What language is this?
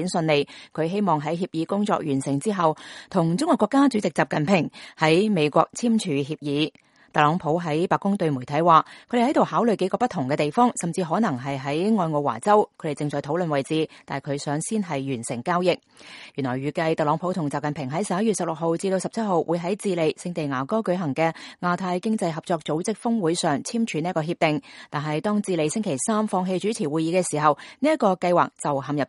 Cantonese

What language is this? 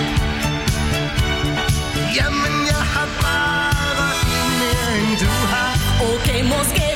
Danish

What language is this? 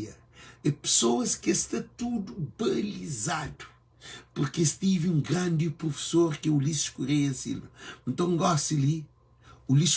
Kabuverdianu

